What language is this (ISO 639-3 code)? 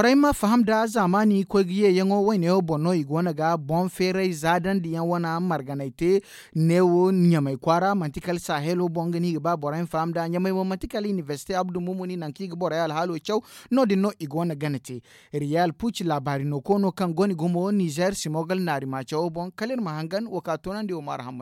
dje